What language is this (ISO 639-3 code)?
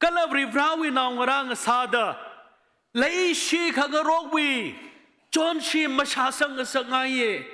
nmf